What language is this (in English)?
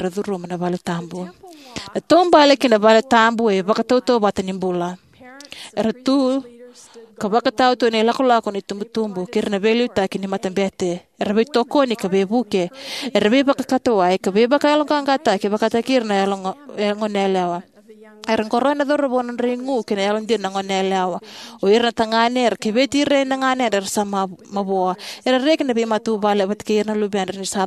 Fijian